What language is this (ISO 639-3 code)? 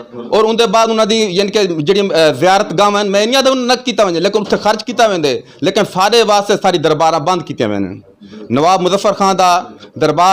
skr